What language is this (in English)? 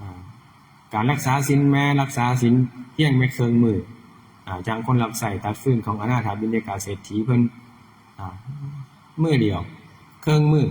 Northeastern Thai